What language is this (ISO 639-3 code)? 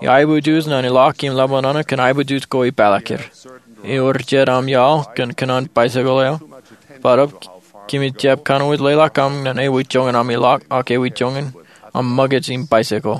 mah